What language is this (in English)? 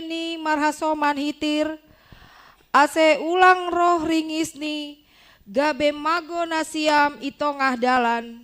Batak Simalungun